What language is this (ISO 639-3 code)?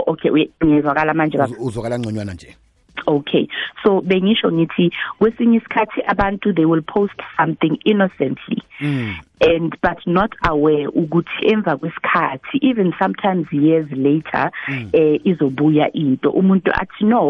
nbl